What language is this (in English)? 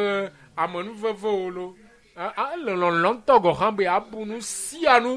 Ewe